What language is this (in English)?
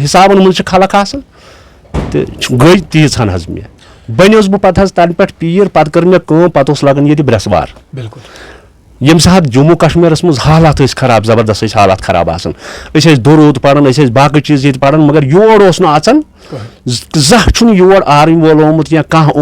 Kashmiri